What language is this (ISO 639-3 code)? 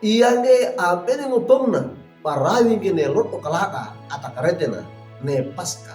wew